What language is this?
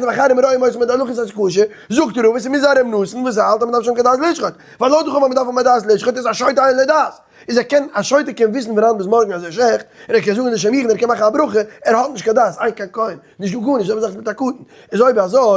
Yiddish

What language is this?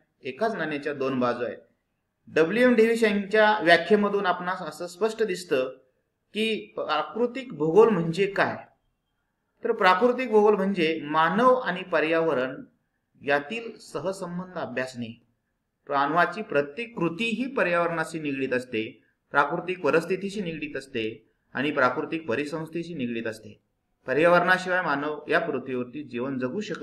Marathi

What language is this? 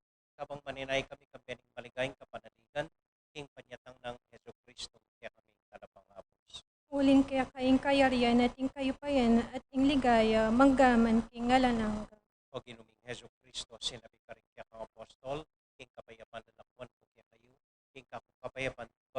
Pampanga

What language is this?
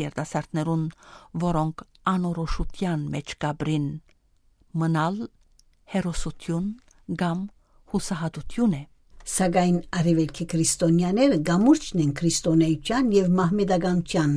Western Armenian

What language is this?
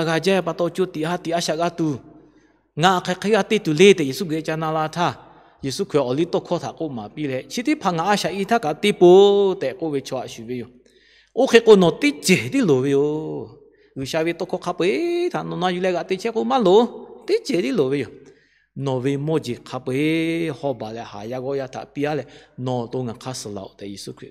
Lahu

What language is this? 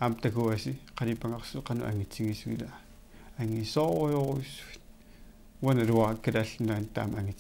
Kalaallisut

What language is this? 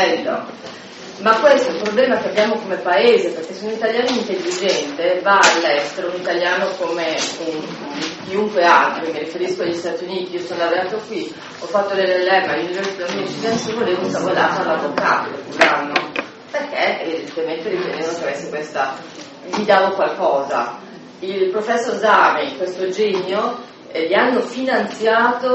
Italian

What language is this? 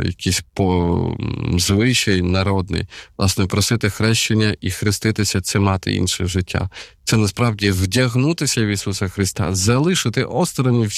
Ukrainian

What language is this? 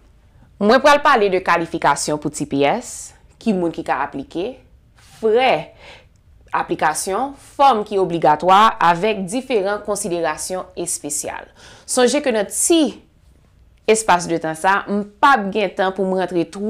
Haitian Creole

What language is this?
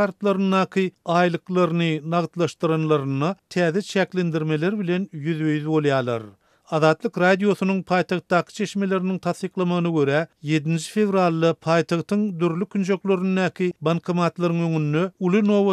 Turkmen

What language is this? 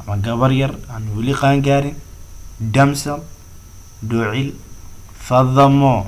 Somali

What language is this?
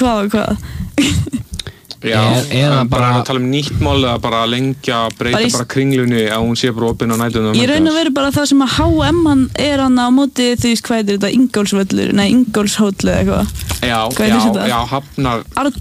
Icelandic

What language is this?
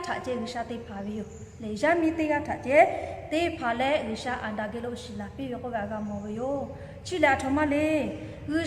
Lahu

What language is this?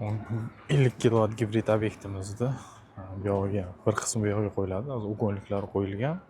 Uzbek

